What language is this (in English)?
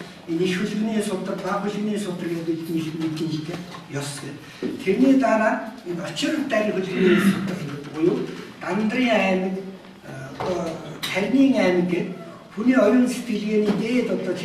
Mongolian